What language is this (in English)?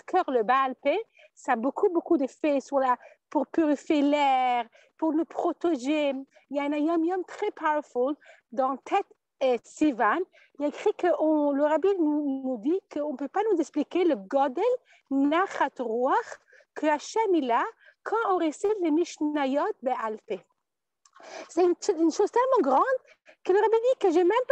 French